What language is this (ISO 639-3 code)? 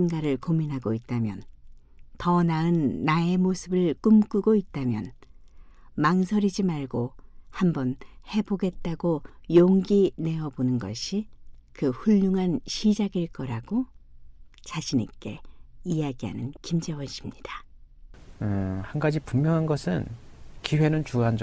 kor